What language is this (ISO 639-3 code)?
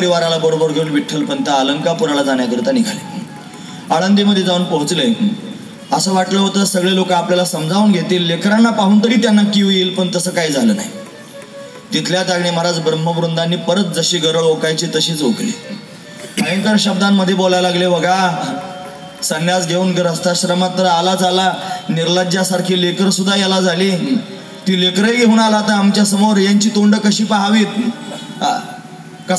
mar